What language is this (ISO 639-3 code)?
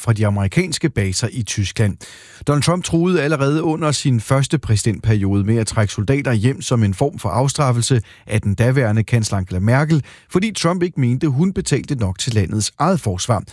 dan